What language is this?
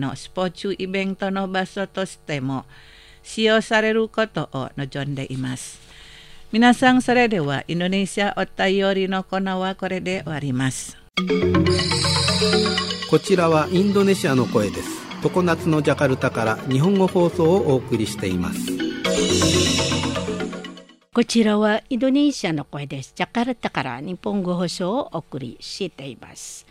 Japanese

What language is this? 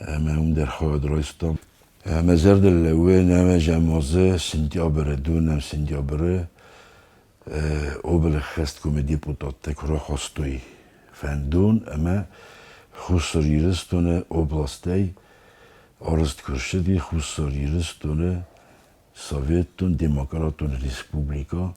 Ossetic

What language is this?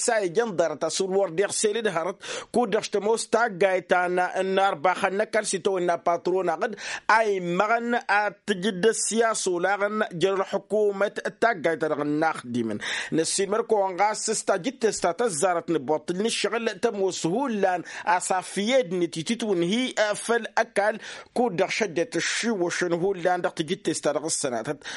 Tamasheq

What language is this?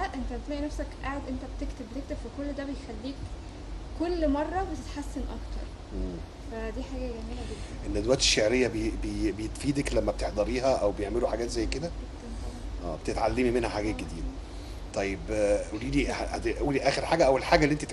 Egyptian Arabic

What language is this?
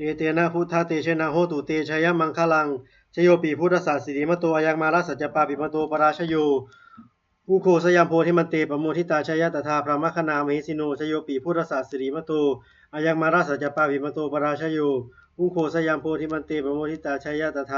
Pali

